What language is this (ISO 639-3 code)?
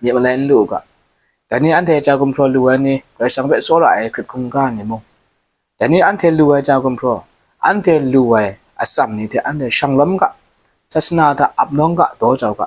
kac